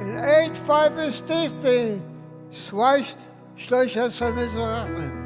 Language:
Yiddish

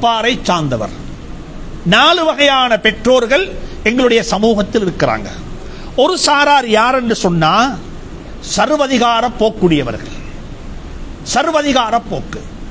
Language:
Tamil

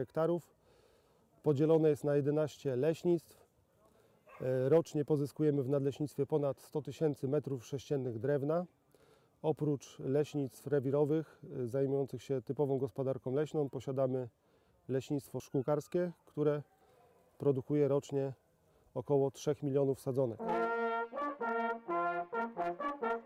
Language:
Polish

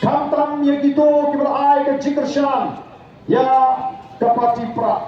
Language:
Khasi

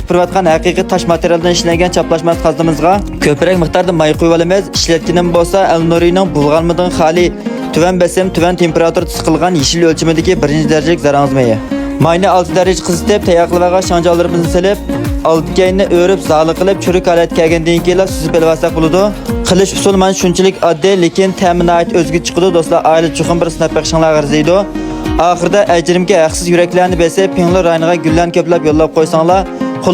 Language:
Uyghur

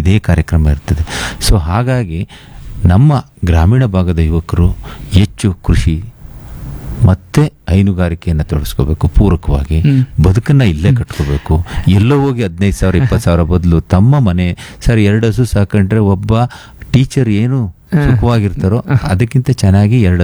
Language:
Kannada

